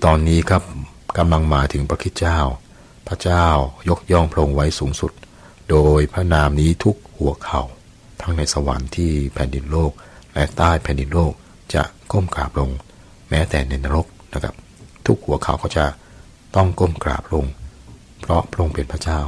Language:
Thai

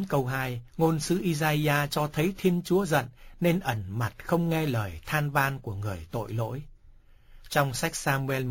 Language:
Vietnamese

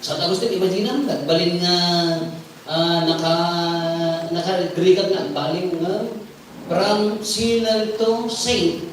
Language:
Iloko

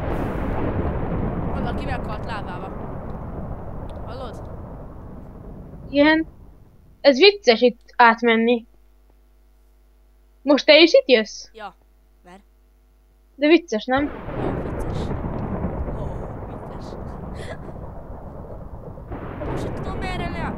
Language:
Hungarian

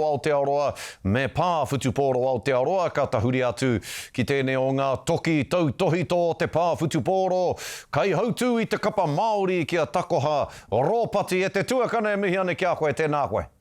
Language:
Māori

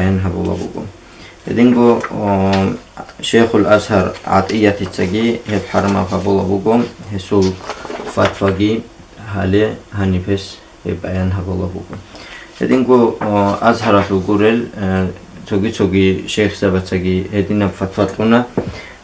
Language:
Avaric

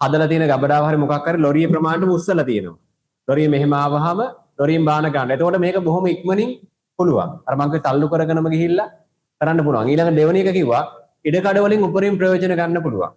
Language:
Sinhala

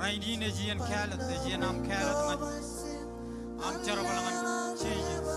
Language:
Marshallese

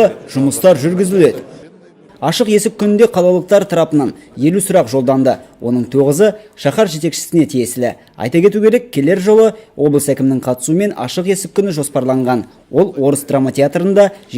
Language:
Kazakh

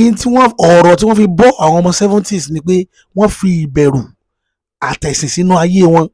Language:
Yoruba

